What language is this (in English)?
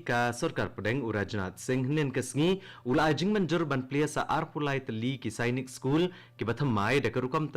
Khasi